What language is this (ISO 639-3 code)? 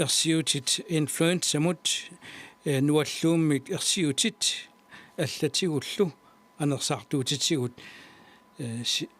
kal